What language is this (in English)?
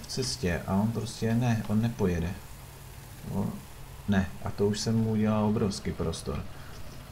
Czech